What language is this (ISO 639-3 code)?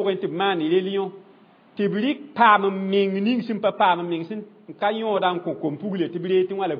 mos